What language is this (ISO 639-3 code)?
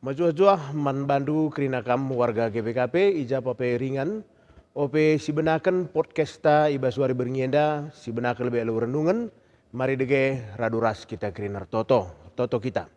btx